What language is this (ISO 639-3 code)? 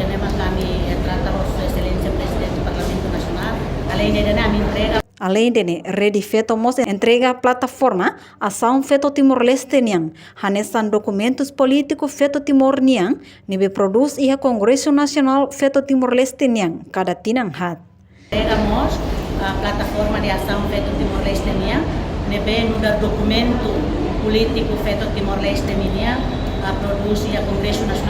tet